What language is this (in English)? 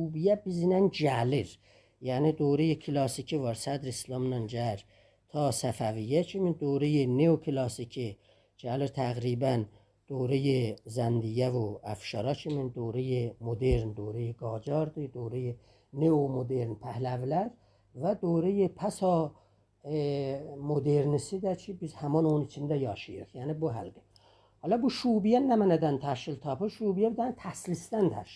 South Azerbaijani